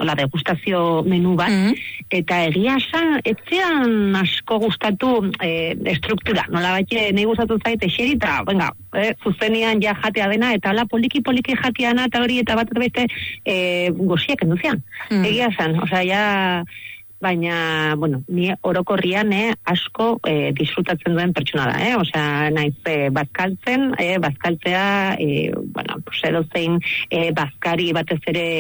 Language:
Basque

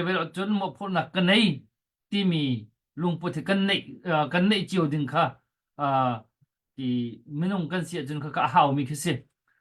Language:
Hakha Chin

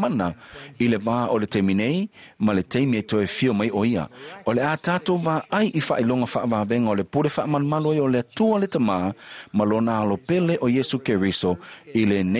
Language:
Samoan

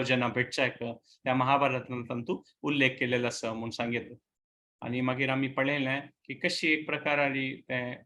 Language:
Konkani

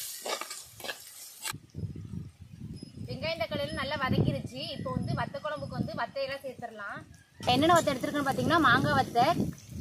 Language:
Tamil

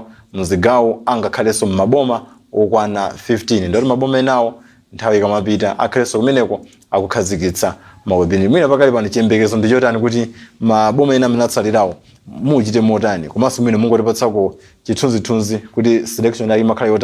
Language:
Nyanja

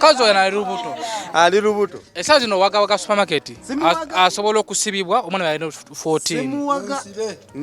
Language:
Ganda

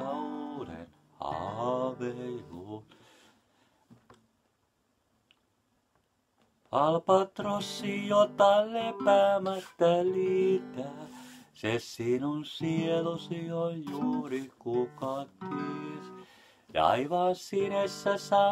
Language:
Finnish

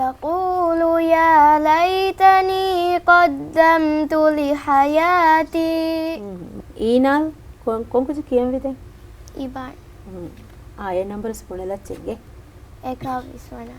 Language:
Divehi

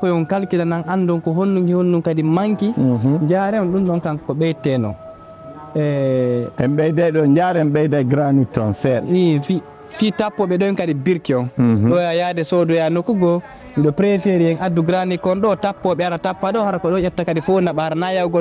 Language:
Fula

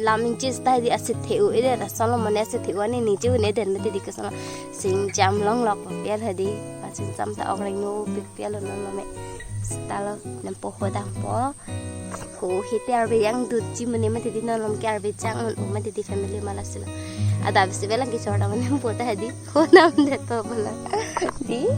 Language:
Karbi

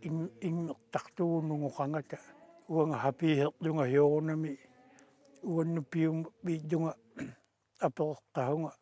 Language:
Kalaallisut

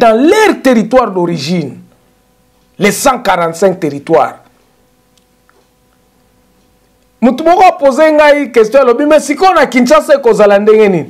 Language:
French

